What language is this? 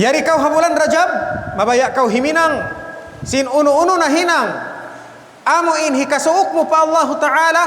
Tausug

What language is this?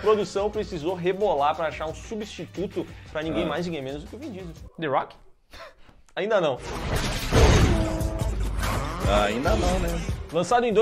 Portuguese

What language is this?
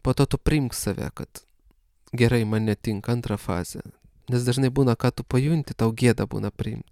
Lithuanian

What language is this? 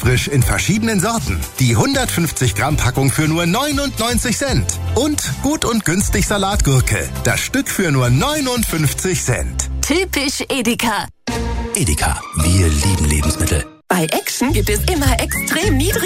German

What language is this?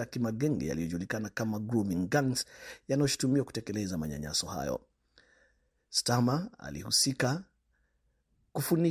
Swahili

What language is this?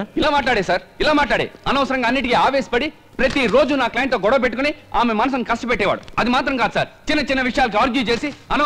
Telugu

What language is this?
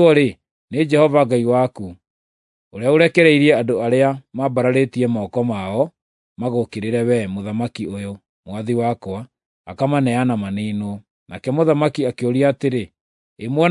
Kikuyu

